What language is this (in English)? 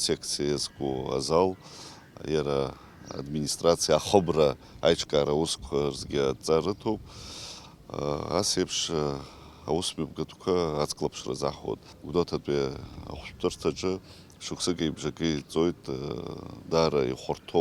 Abkhazian